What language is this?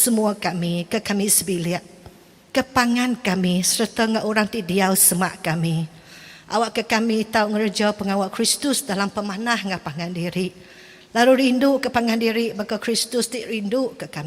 Iban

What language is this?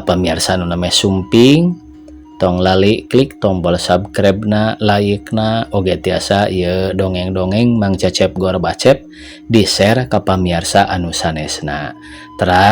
Sundanese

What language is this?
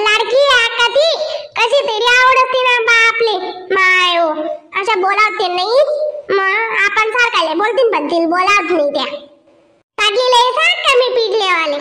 Khandesi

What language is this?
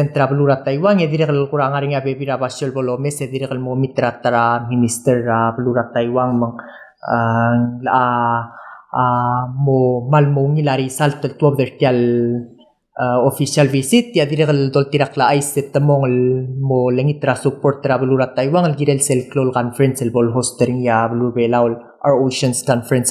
Palauan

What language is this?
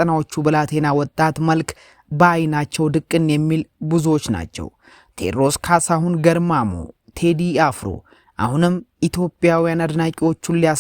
Amharic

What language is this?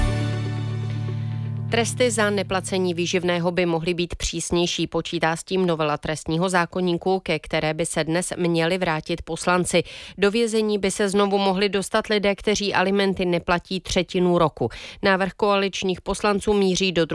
Czech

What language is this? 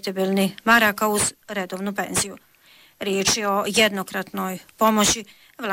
Bosnian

